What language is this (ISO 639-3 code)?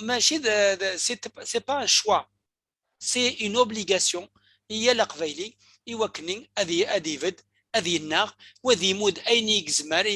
kab